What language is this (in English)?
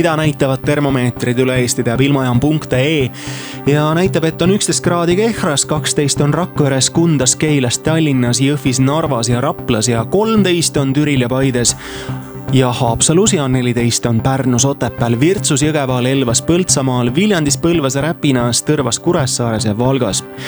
Estonian